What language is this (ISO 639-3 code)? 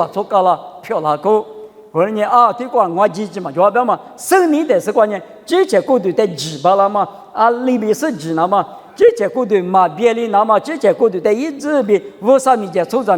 lis